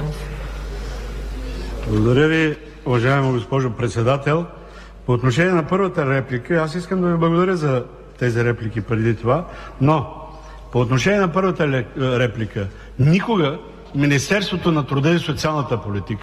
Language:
Bulgarian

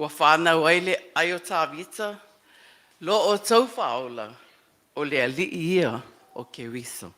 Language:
Samoan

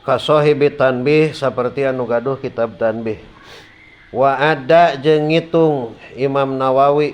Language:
Sundanese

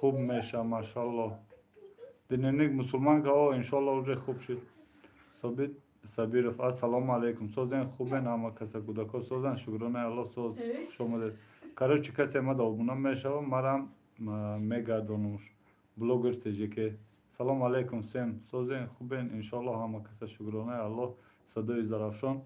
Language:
Tajik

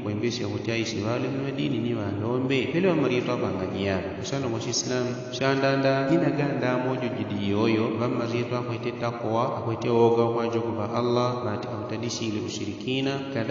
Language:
Yao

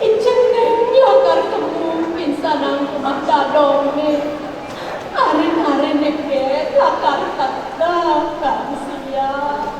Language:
Balinese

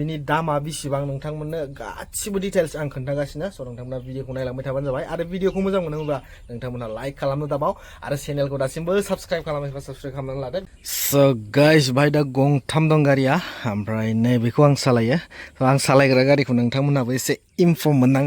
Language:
Bodo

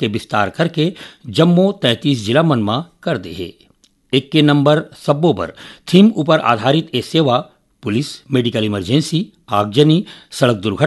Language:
Chhattisgarhi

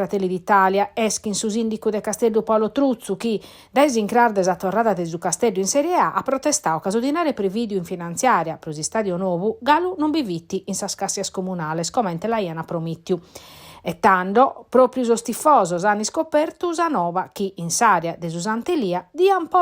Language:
Sardinian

